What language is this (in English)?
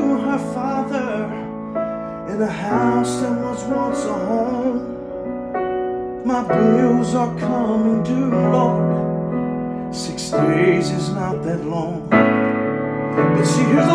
English